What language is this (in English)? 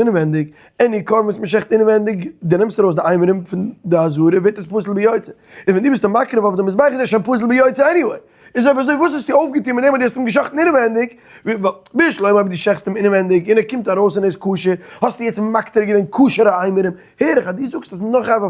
Yiddish